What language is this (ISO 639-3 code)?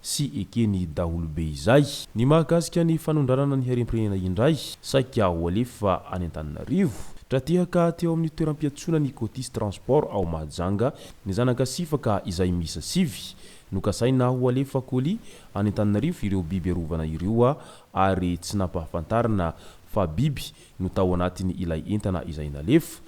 mlg